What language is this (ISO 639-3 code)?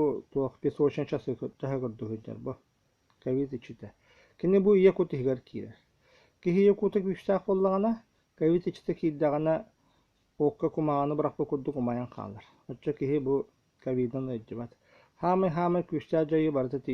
sah